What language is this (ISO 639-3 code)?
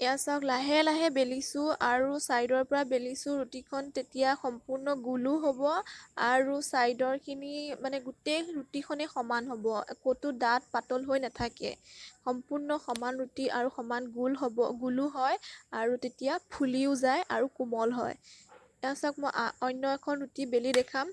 asm